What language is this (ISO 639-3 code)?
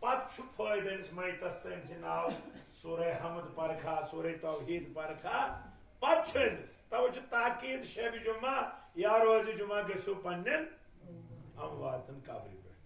kas